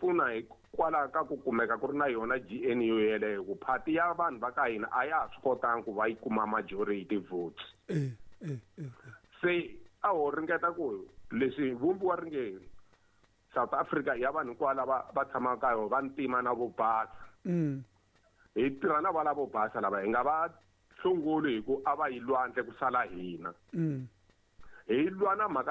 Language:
Tsonga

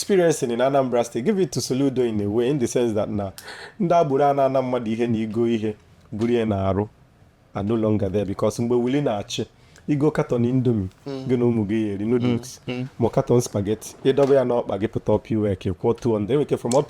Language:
Igbo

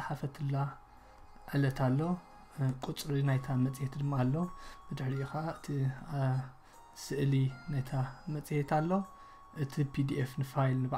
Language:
Tigrinya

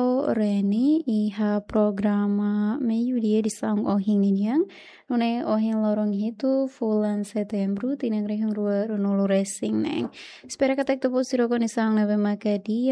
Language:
Tetum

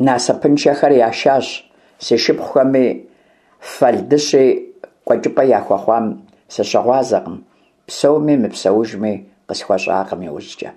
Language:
Kabardian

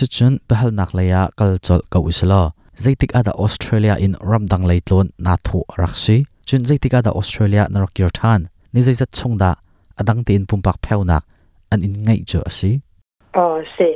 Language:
Hakha Chin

